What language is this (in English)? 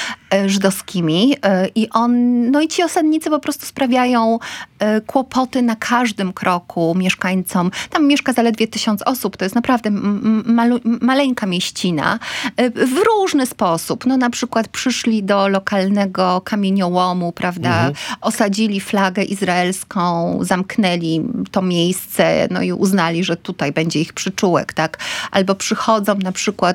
Polish